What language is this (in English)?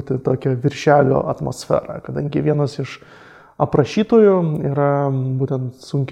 Lithuanian